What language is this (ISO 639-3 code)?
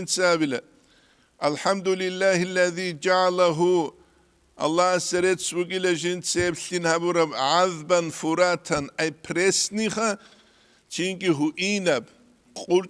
ava